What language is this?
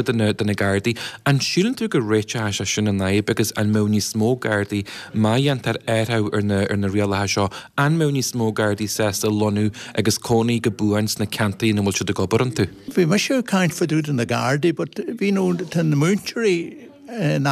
Irish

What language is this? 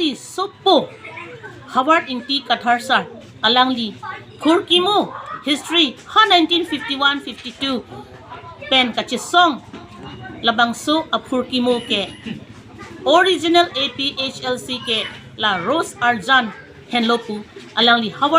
Karbi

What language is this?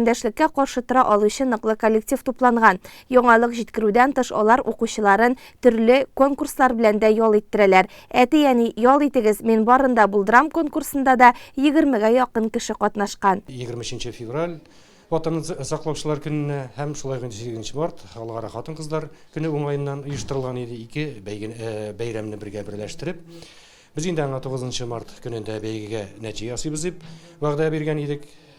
Tatar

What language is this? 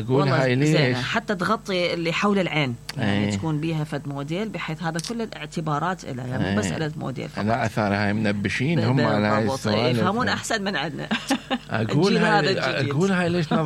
Mesopotamian Arabic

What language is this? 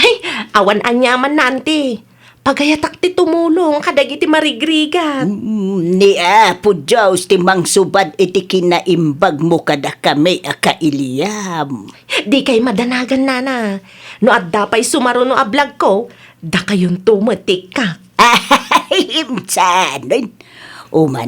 Iloko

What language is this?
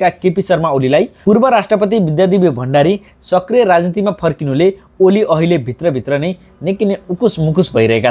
Nepali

